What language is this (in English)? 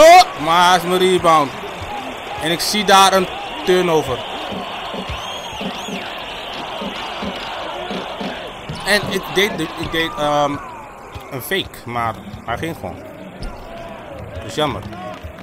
Dutch